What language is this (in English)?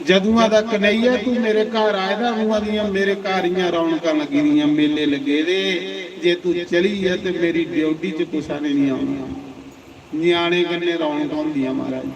Dogri